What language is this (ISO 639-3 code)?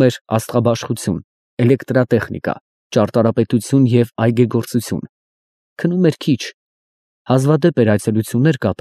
hye